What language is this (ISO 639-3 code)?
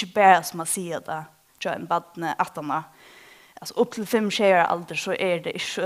fao